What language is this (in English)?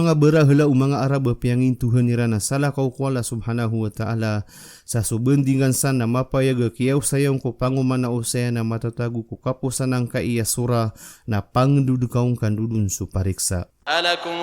Maranao